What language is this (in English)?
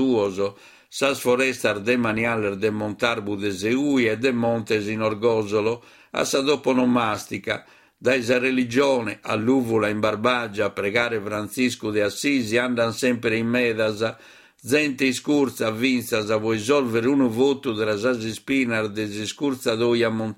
Sardinian